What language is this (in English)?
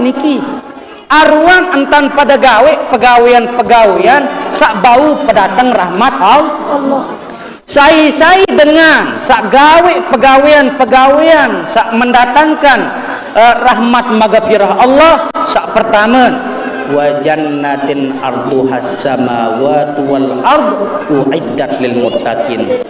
Sasak